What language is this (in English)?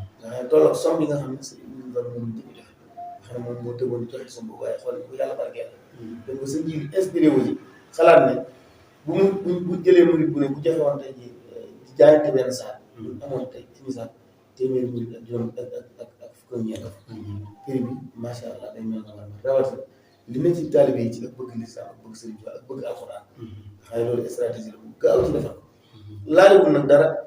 Wolof